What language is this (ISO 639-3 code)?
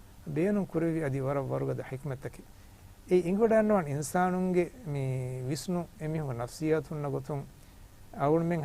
div